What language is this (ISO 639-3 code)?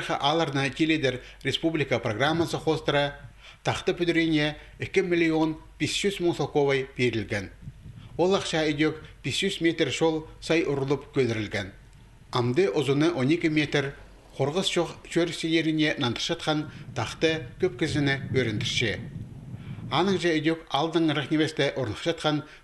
kjh